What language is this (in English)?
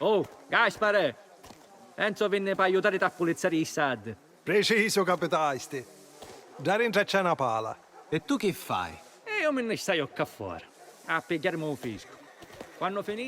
Sicilian